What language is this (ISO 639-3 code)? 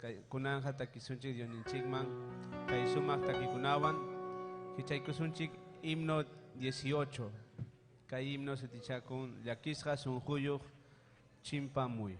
quy